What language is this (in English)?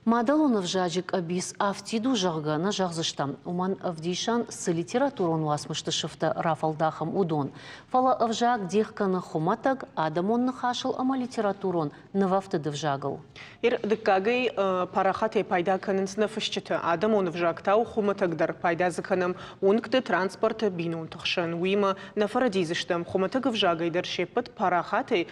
Ossetic